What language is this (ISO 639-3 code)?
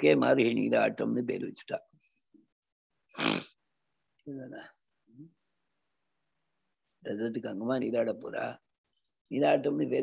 tam